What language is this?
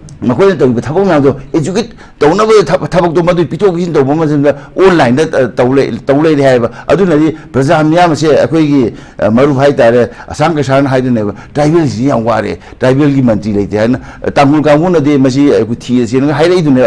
Manipuri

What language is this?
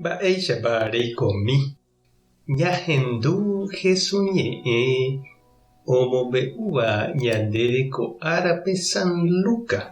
Guarani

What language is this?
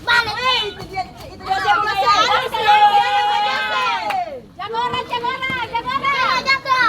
Ambonese Malay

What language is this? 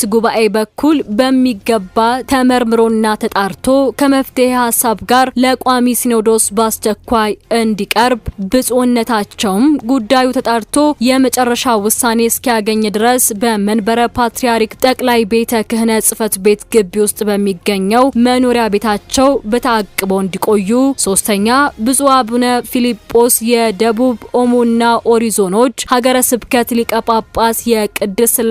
Amharic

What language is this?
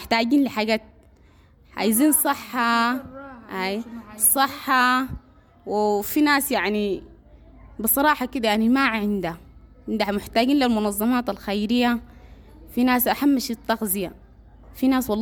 Sudanese Arabic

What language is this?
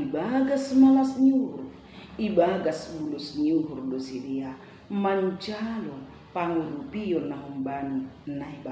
Batak Simalungun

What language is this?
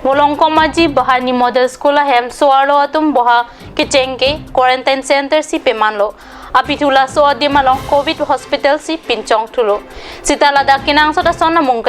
Karbi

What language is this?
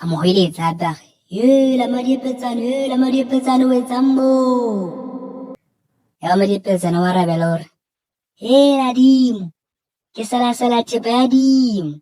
Southern Sotho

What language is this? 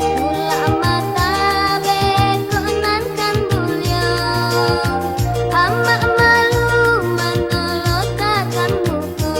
Minangkabau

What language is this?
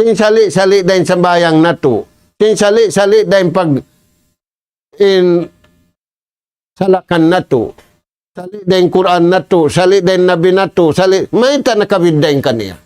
Tausug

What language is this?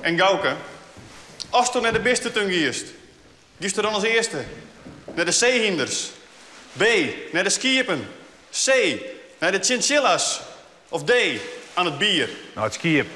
Western Frisian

